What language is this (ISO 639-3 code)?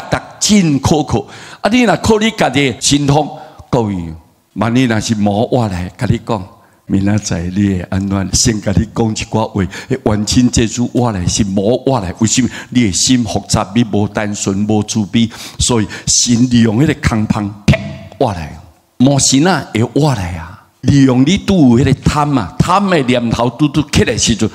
nan